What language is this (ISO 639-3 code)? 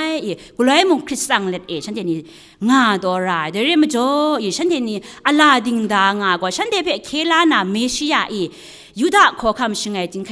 kac